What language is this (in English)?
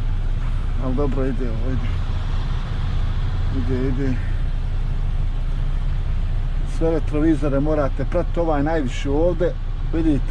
Croatian